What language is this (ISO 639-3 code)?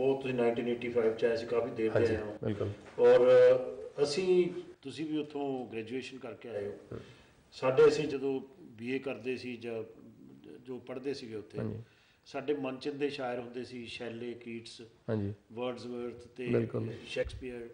pan